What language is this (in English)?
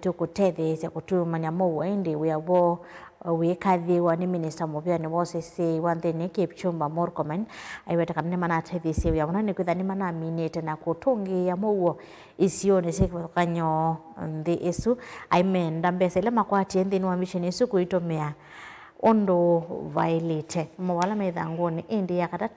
Kamba